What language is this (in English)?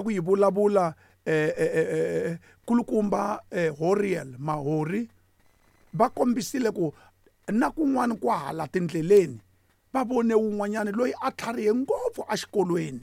Tsonga